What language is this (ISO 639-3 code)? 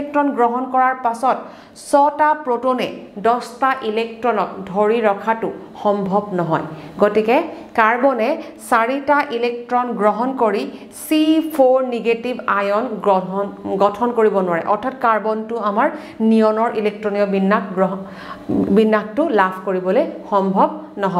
asm